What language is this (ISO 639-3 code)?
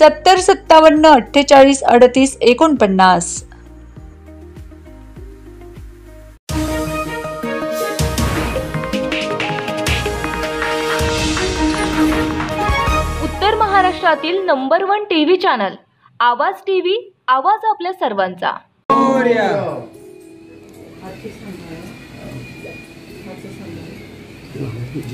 mar